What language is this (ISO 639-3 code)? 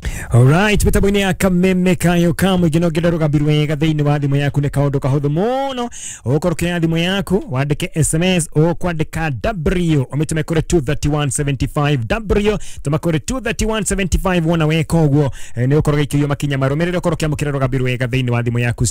kik